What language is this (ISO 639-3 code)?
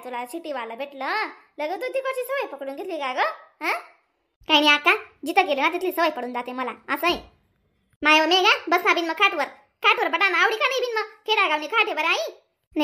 khn